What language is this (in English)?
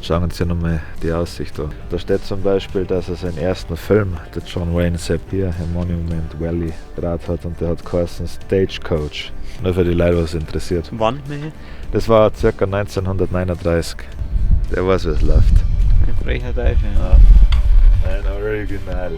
Bavarian